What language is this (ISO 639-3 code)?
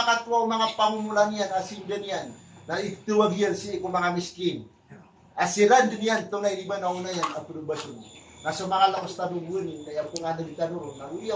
mrw